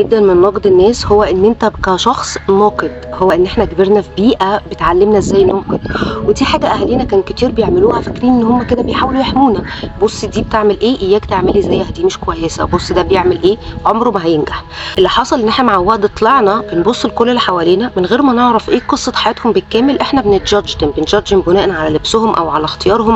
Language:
Egyptian Arabic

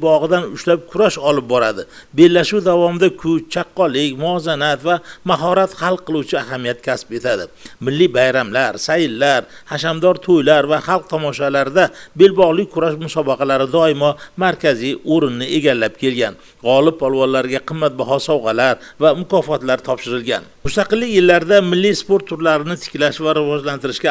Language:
Uzbek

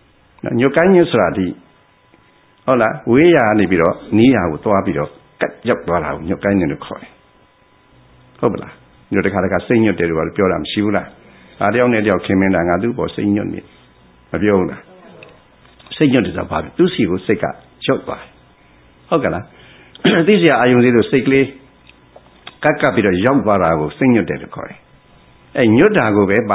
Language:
Burmese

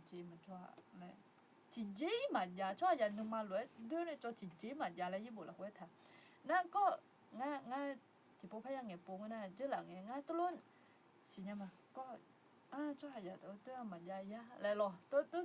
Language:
Akha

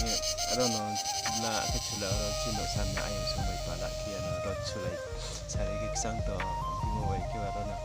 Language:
Riang (India)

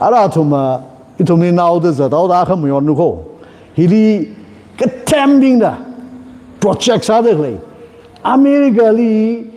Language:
Tangkhul Naga (India)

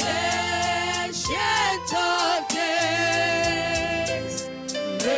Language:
Meru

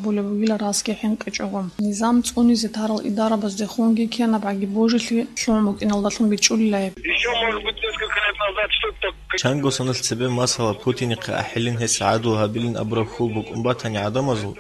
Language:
Avaric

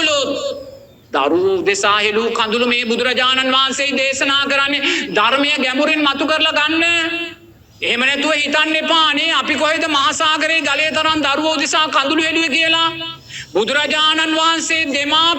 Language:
Sinhala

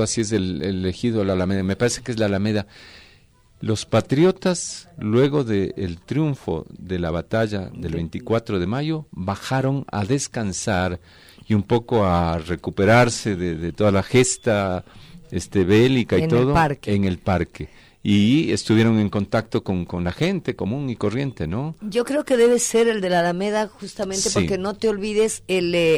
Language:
Spanish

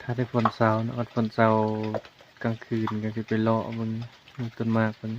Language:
Northeastern Thai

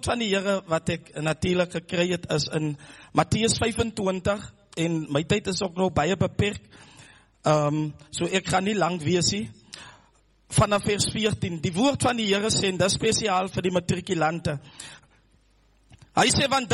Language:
Afrikaans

